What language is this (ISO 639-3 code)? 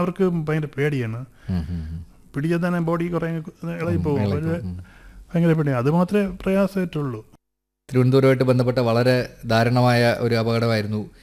mal